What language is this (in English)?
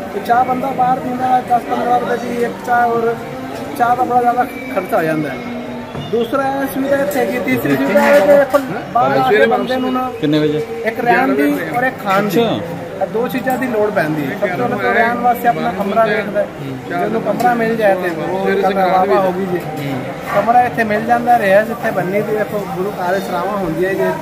Punjabi